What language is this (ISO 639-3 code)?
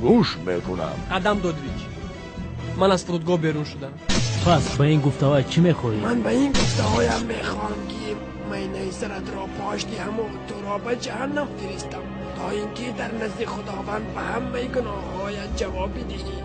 tgk